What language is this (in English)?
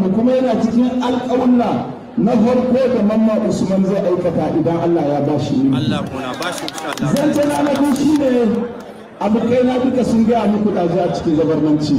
Hausa